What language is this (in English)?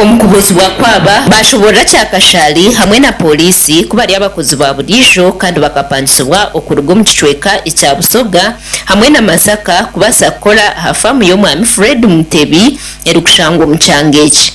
Nyankole